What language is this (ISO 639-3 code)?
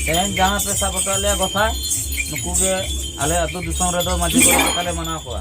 sat